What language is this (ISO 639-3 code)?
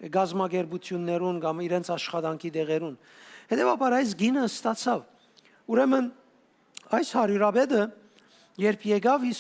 hyw